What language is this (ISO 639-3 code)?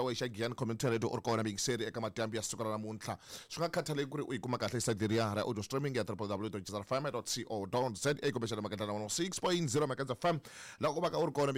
tso